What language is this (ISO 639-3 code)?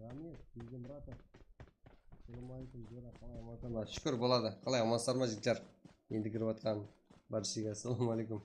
kaa